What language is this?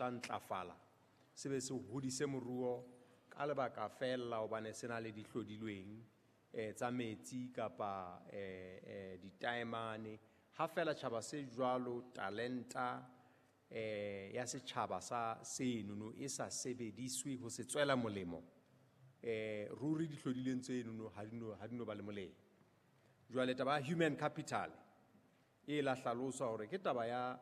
Southern Sotho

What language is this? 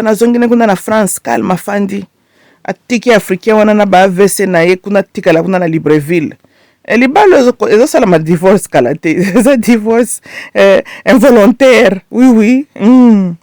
Lingala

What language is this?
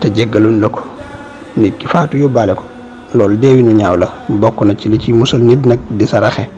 Wolof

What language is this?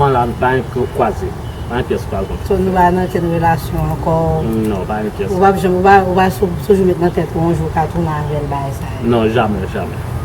Haitian Creole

